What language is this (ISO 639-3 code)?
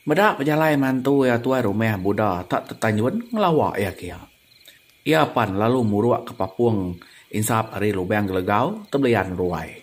iba